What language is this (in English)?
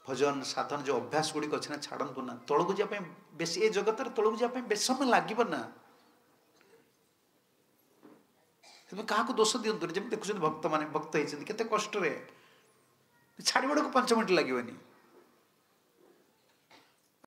Odia